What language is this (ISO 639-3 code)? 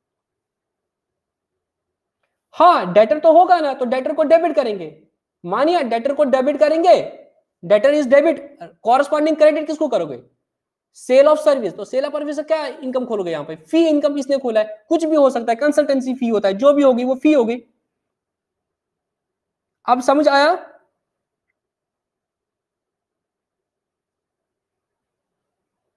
hin